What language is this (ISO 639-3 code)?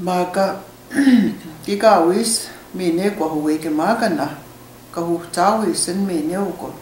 cre